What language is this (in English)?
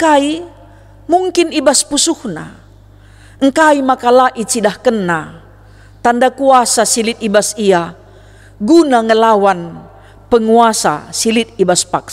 Batak Karo